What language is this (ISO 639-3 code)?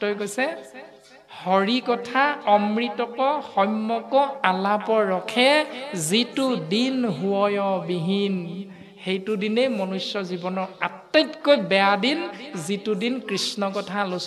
asm